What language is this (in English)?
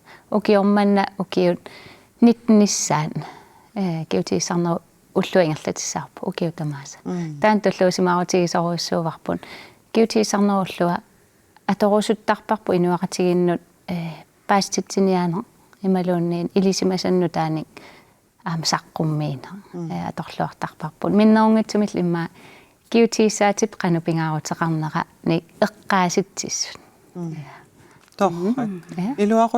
Kalaallisut